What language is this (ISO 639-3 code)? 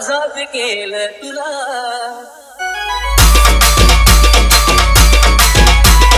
mar